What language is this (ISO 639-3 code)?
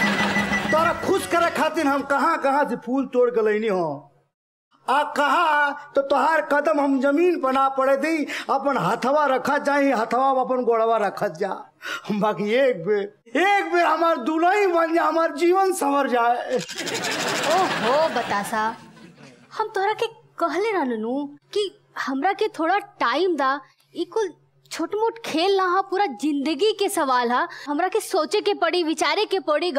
bho